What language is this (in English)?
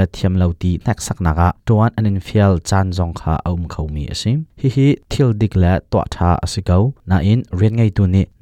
Hakha Chin